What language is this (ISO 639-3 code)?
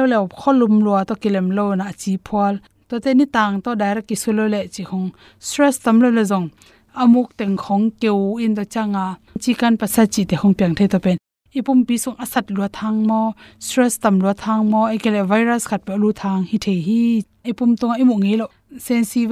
ctd